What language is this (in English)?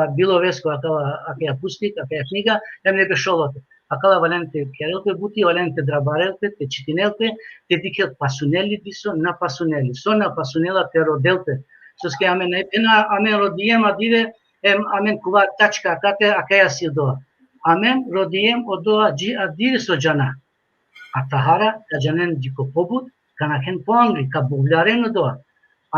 Balkan Romani